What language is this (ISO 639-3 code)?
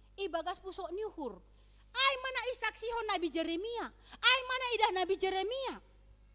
bts